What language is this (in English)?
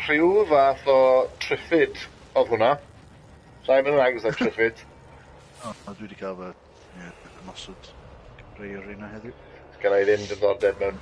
Welsh